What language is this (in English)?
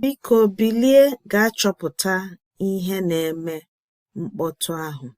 Igbo